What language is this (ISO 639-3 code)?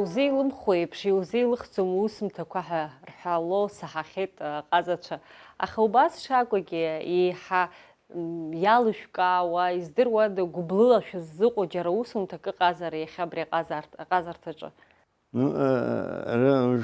abk